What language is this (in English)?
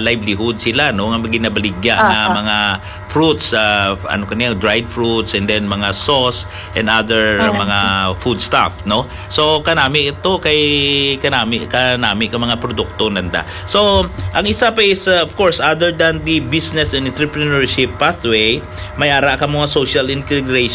Hiligaynon